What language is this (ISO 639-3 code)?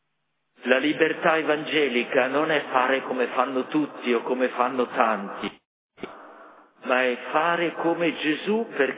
ita